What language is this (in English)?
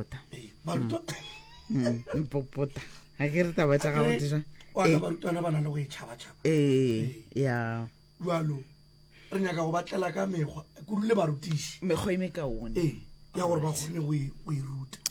Northern Sotho